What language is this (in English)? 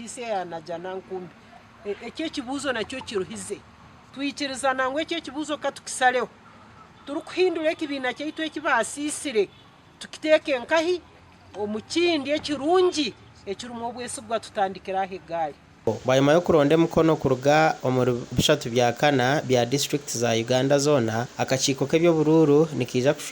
Nyankole